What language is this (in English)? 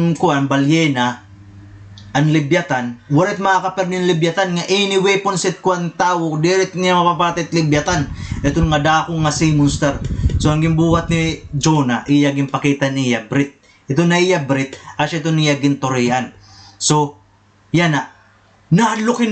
Waray